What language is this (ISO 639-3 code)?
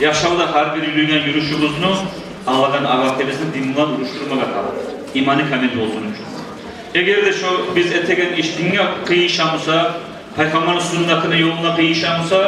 kum